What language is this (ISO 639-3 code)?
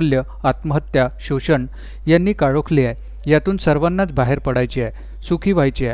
mar